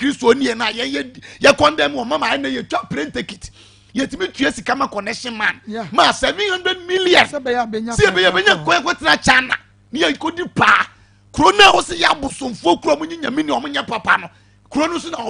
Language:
Akan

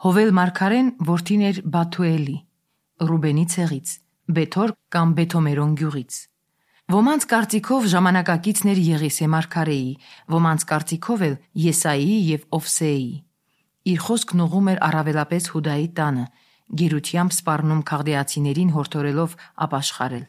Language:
Armenian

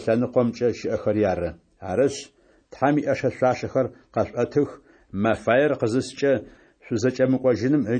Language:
Adyghe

